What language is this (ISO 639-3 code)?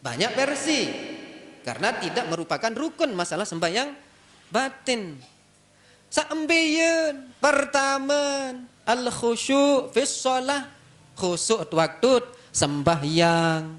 sas